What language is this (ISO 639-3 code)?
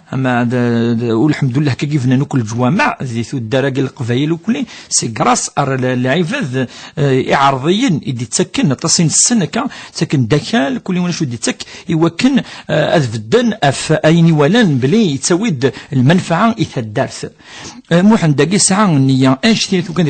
kab